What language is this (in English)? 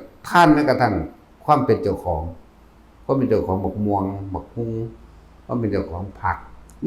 Northeastern Thai